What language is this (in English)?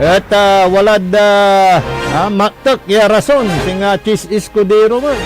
Pangasinan